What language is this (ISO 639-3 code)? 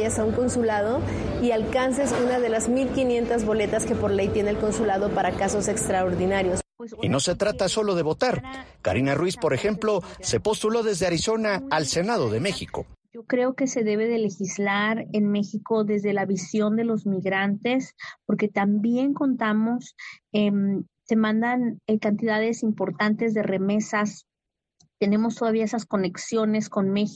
spa